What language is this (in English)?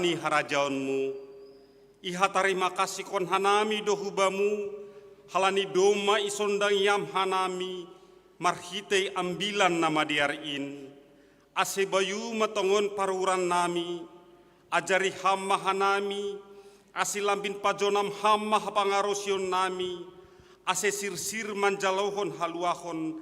Batak Simalungun